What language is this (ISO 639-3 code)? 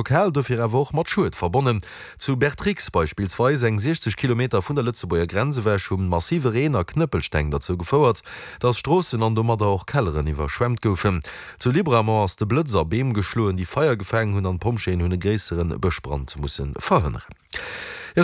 ltz